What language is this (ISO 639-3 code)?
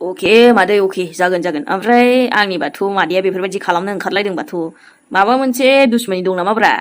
brx